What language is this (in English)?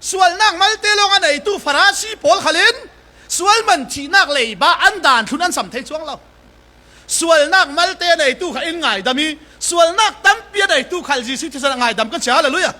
Falam Chin